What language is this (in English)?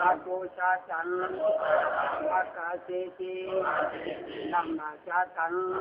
Lü